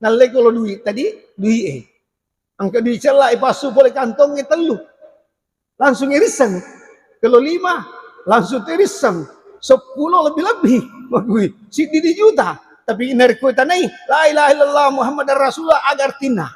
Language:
Buginese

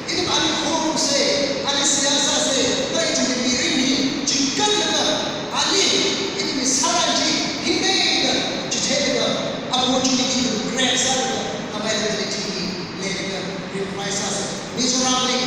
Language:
Tangkhul Naga (India)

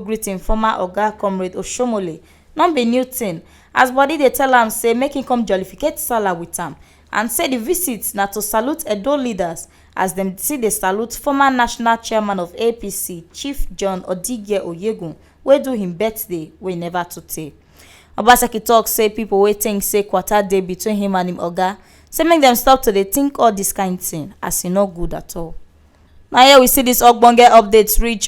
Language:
Nigerian Pidgin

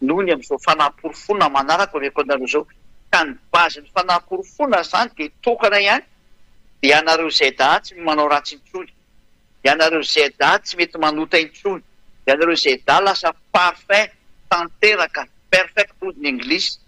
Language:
Malagasy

